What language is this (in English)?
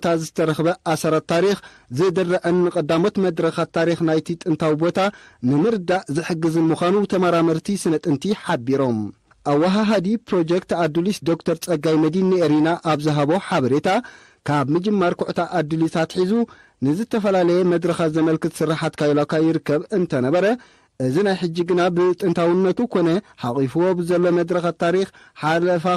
Tigrinya